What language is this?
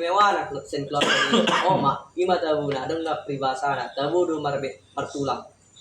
Batak Toba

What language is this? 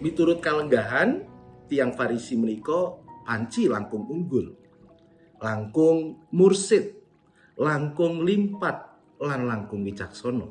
Javanese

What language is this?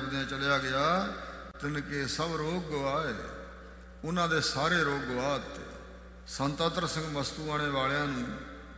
Punjabi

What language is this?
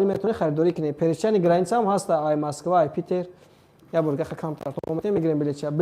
Tajik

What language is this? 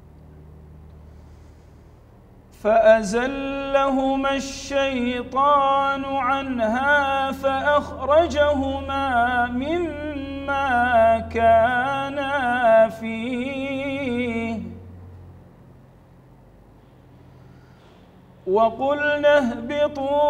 Arabic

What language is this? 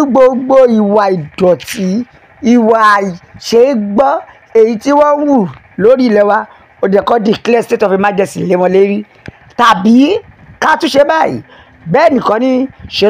Yoruba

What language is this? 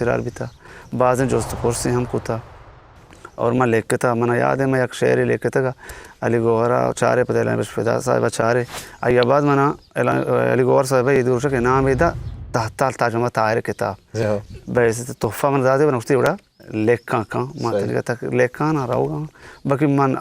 Eastern Balochi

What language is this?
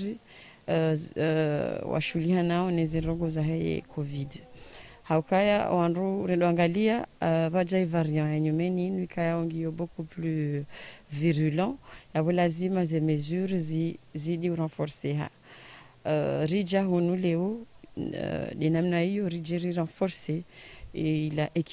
Ngazidja Comorian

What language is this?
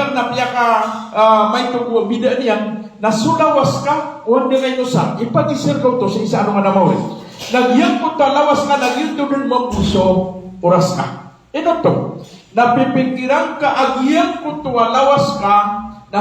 Maranao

